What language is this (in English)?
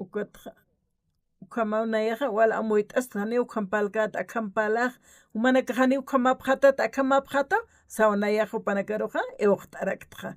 Aymara